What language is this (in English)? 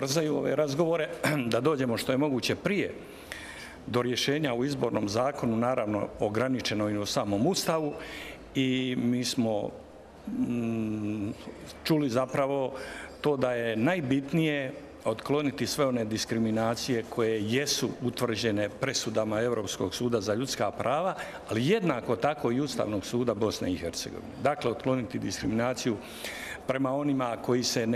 Bosnian